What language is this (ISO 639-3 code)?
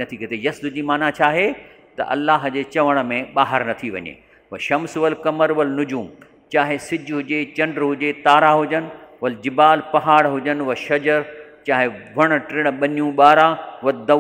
snd